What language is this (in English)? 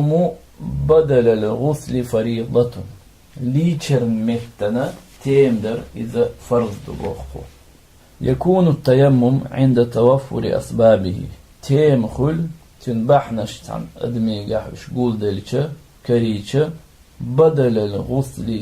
Chechen